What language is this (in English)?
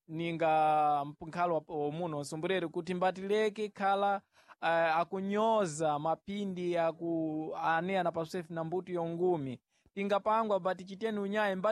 Sena